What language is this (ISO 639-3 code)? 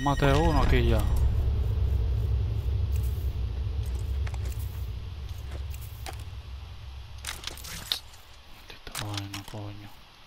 spa